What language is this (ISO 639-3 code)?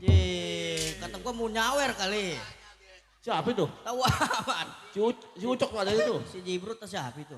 bew